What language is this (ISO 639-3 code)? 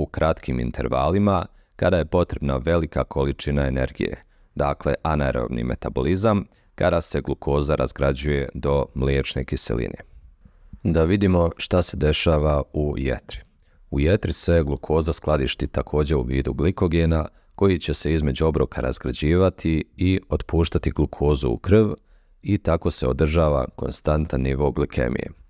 bos